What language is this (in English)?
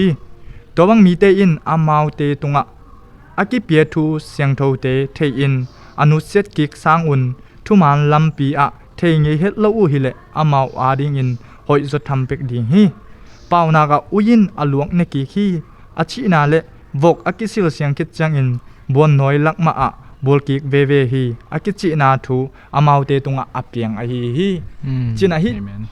Tedim Chin